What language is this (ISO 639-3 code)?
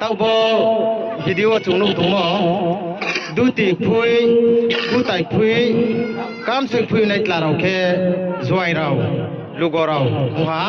ria